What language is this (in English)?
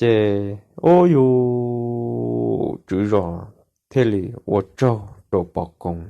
Hmong